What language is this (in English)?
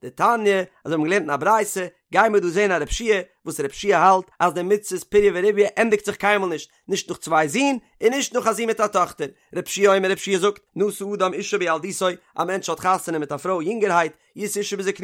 Yiddish